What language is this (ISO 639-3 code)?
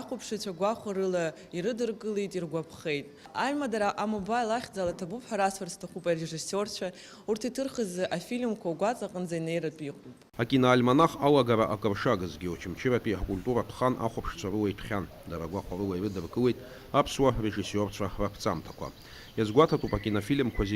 abk